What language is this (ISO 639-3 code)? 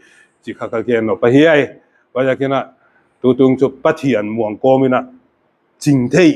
pck